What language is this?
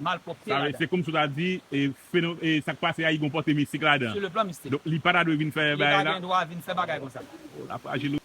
Haitian Creole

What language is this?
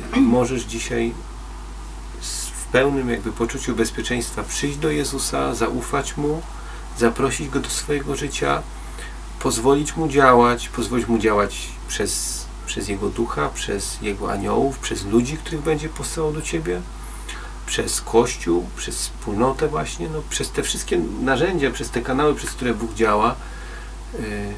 Polish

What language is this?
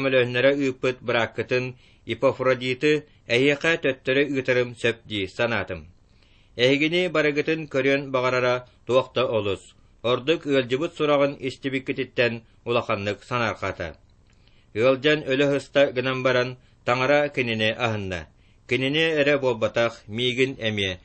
Yakut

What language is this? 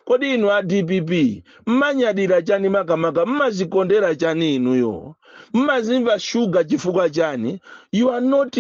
Nyanja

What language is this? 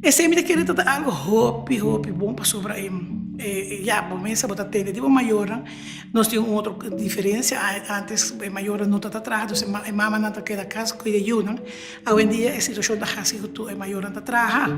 Papiamento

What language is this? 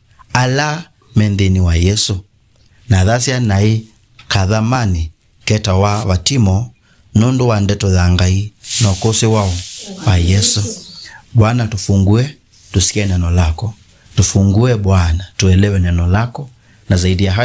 Kamba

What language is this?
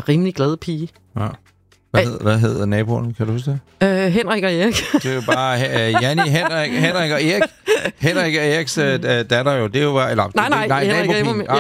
Danish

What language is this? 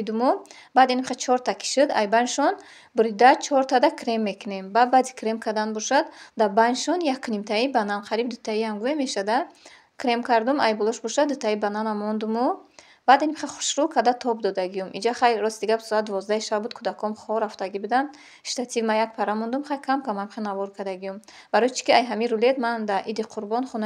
Tajik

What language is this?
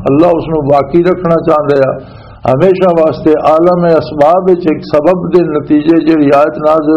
Western Panjabi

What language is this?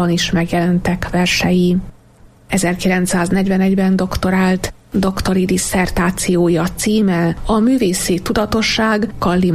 Hungarian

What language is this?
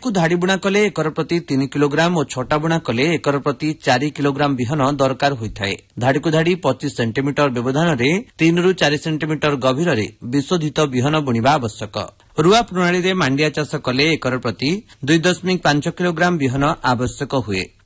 Odia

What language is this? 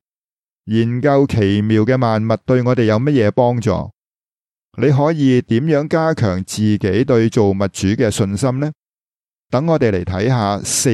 Cantonese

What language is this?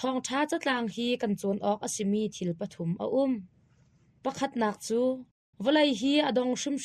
Hakha Chin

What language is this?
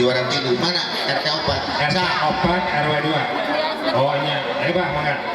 Sundanese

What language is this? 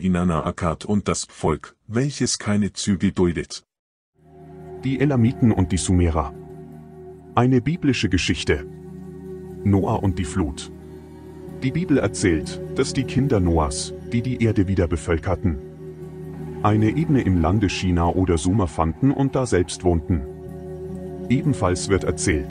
German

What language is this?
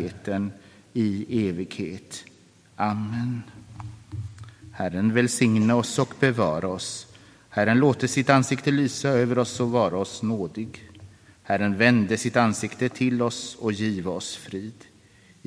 Swedish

